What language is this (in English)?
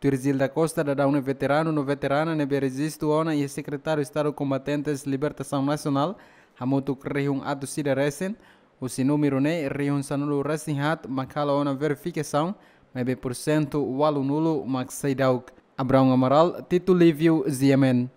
Tetum